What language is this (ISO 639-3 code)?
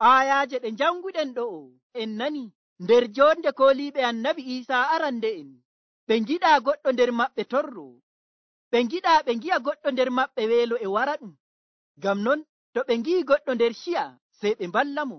fuv